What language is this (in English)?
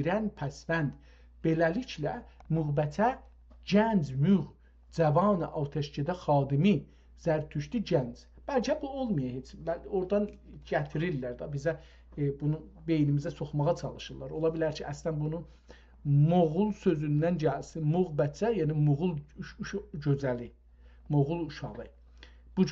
South Azerbaijani